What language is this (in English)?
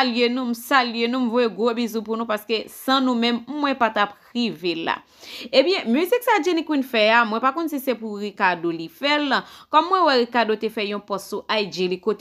Haitian Creole